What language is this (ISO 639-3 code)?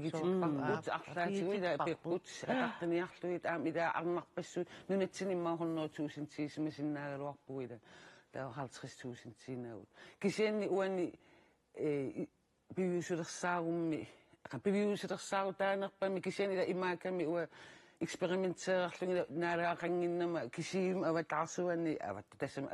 kal